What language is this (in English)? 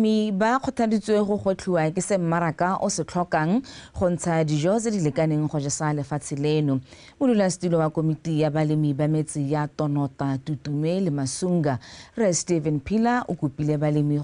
Tswana